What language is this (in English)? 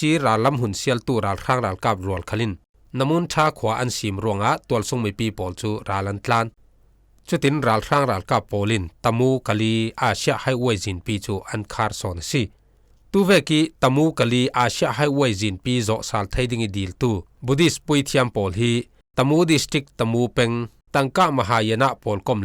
Falam Chin